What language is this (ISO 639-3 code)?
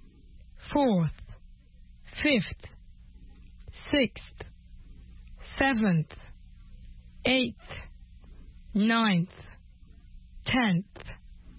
fra